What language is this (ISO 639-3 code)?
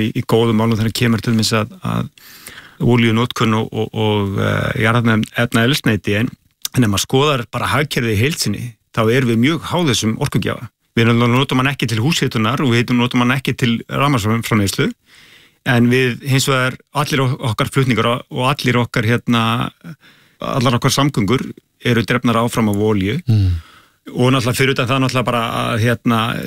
isl